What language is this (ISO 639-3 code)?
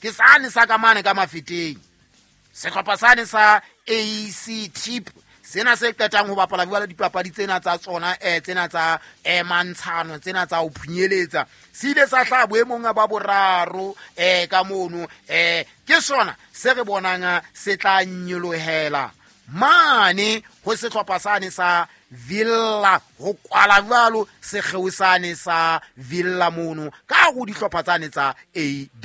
sot